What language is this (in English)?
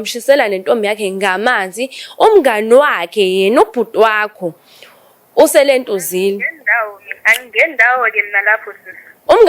Zulu